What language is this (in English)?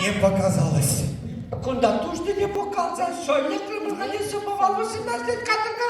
Chuvash